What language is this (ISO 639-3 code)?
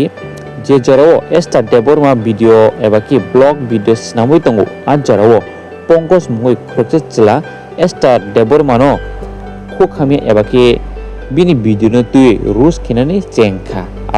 trp